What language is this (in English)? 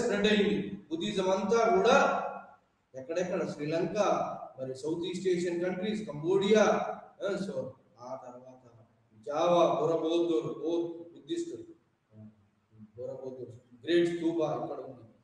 Telugu